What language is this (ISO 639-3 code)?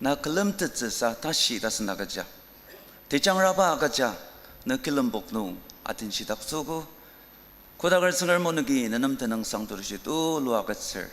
njo